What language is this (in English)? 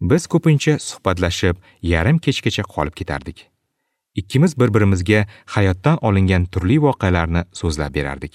Uzbek